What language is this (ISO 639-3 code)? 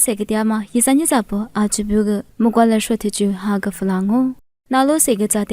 lis